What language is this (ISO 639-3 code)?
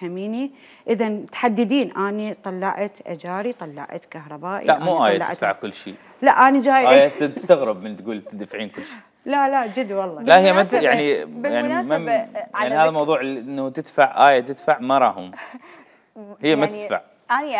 acm